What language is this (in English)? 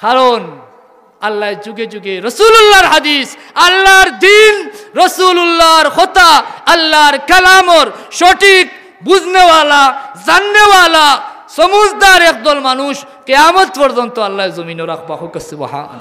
Sylheti